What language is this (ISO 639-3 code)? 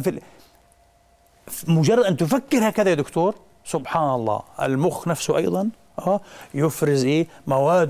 ara